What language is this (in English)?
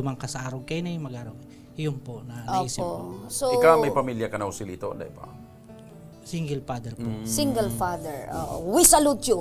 Bikol